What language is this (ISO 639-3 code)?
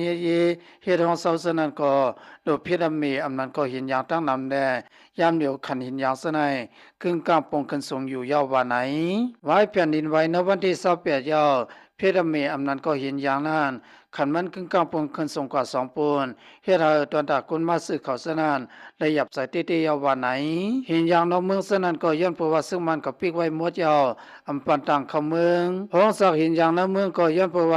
lao